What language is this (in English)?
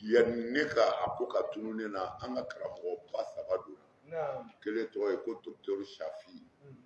Bambara